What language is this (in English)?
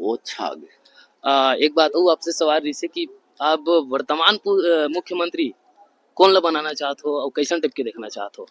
Chhattisgarhi